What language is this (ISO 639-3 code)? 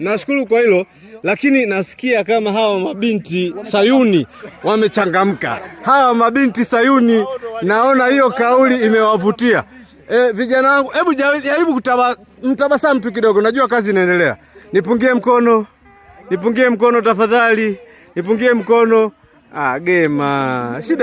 swa